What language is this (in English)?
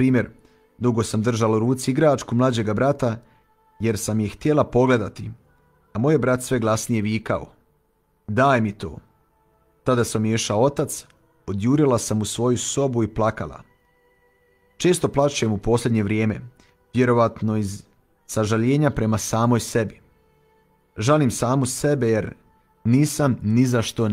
Croatian